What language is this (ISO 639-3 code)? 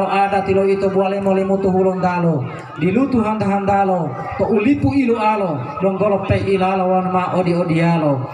gor